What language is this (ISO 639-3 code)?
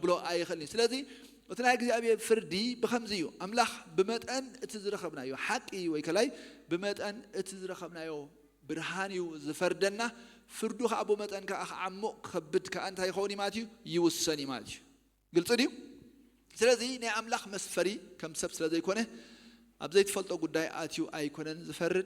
tir